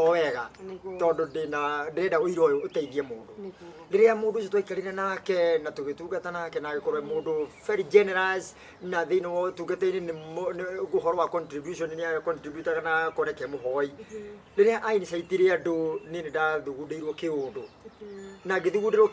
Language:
Kikuyu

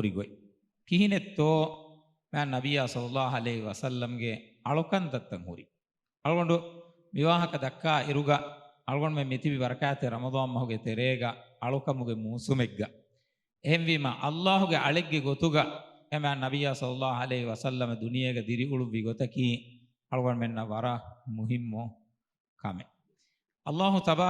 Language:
Divehi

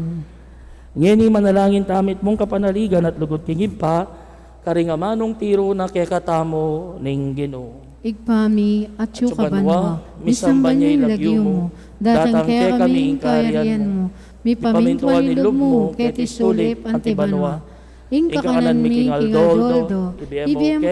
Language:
Pampanga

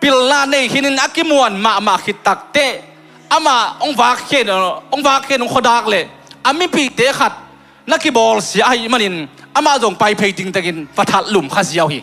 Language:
Tedim Chin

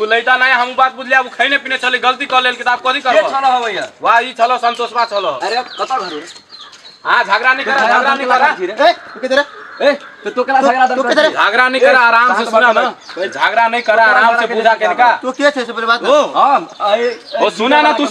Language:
Maithili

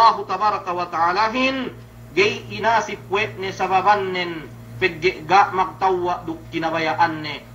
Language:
Yakan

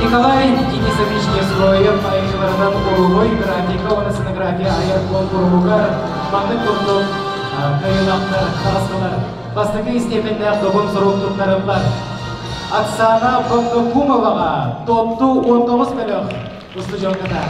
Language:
Yakut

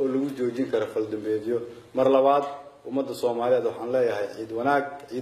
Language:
Somali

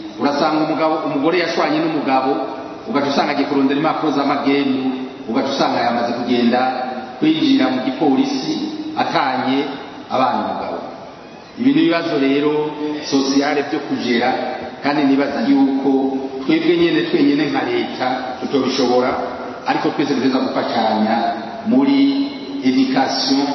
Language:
Rundi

